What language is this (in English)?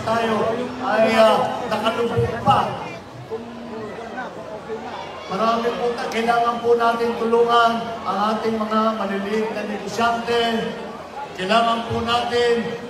Filipino